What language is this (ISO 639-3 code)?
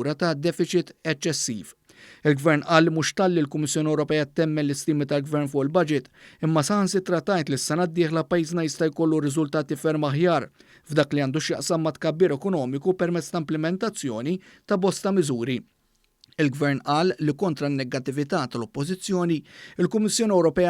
mlt